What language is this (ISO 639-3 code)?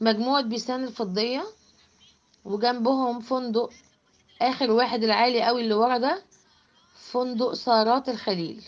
arz